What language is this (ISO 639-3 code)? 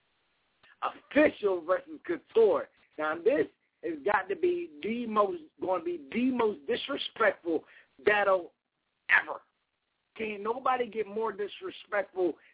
eng